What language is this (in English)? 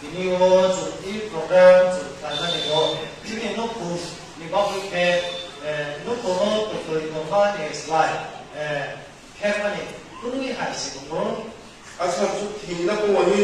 Kok Borok